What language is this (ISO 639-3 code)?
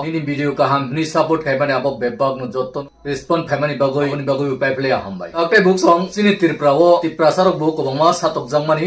trp